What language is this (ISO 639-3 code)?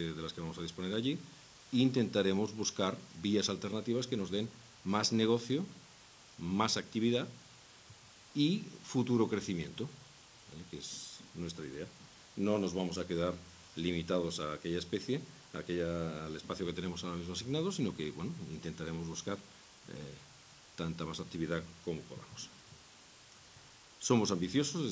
spa